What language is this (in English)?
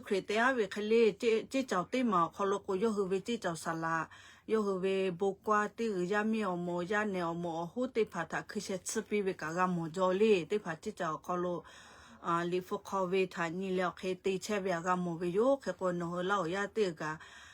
Lahu